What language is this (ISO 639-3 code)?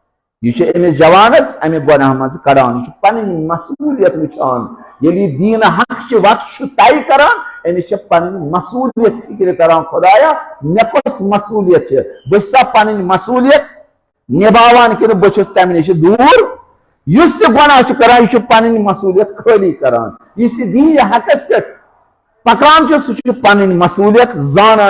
kas